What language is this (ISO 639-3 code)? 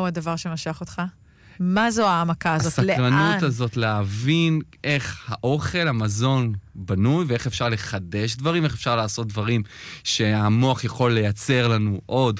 heb